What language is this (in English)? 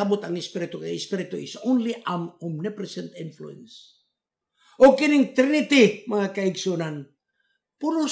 Cebuano